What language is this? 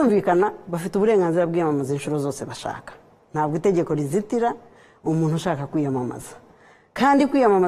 Kinyarwanda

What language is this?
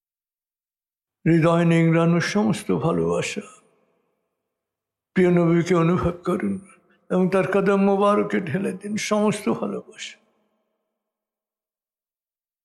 Bangla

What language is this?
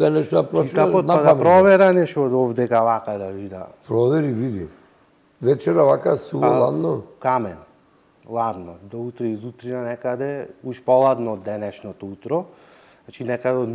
Macedonian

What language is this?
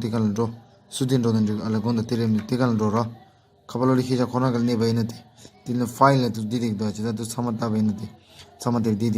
Tibetan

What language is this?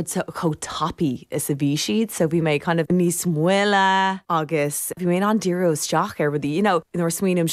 Irish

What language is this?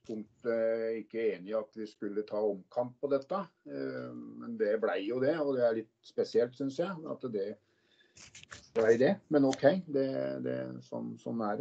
Norwegian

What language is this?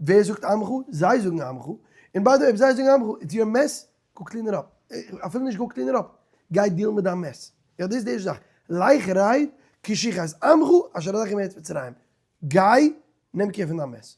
Yiddish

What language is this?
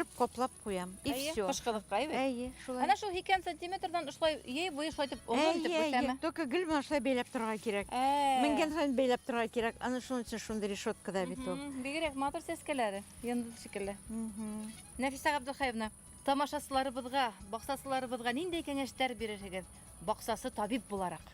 Bashkir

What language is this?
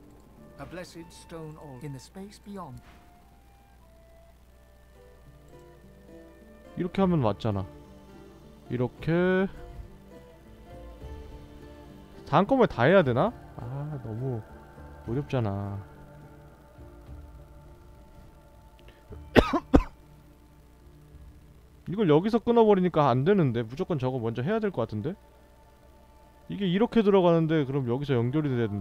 Korean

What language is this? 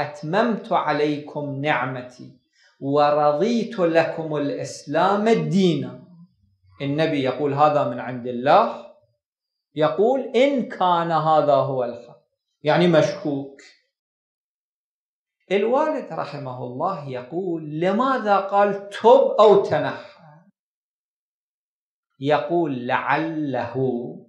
Arabic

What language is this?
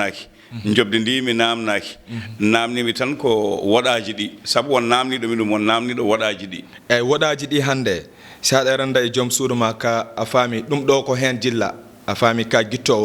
Fula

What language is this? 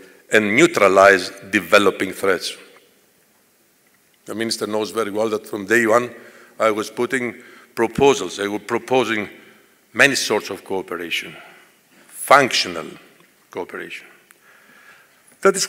English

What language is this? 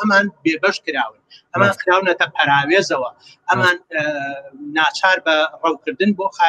Central Kurdish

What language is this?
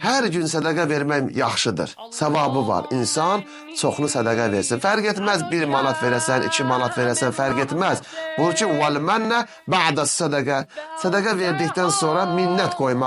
Azerbaijani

